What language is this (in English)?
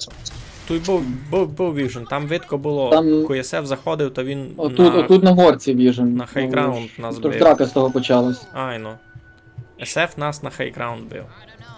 Rusyn